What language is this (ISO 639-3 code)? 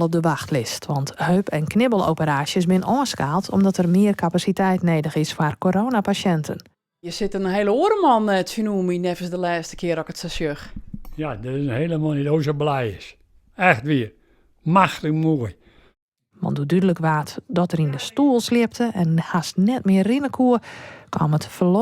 fry